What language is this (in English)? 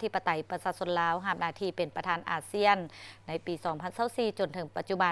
Lao